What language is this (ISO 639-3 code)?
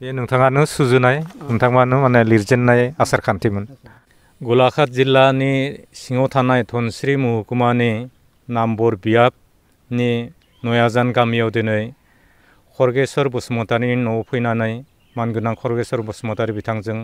brx